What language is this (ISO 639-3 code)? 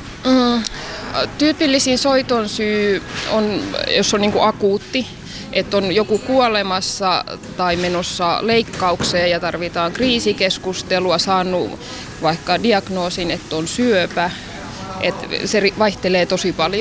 fin